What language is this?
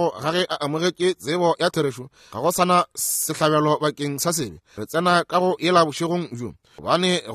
Northern Sotho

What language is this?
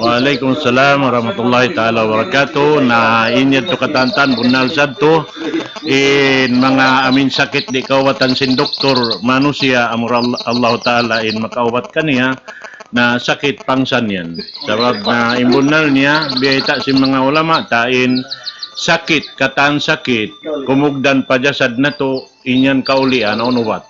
Tausug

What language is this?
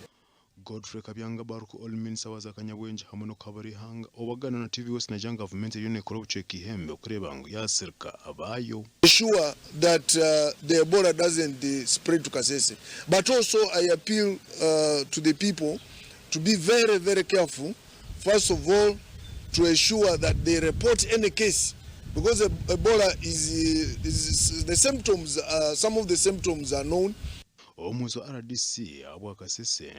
Nyankole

